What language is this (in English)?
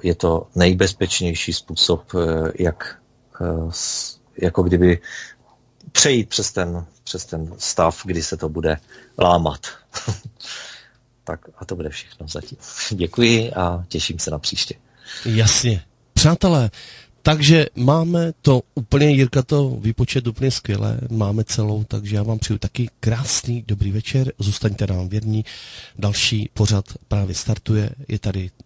Czech